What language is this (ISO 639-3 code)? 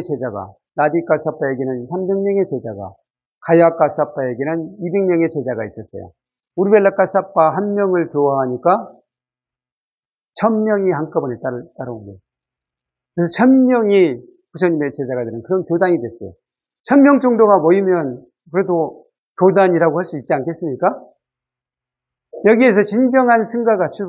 kor